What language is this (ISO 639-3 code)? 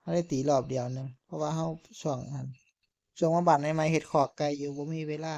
tts